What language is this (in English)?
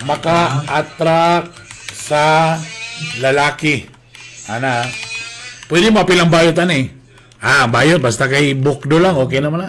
Cebuano